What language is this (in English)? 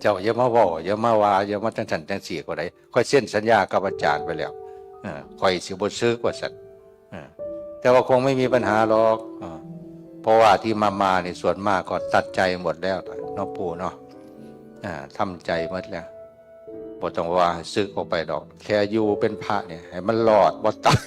Northeastern Thai